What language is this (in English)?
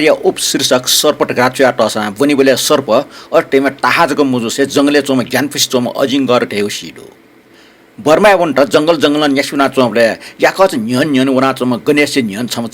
Newari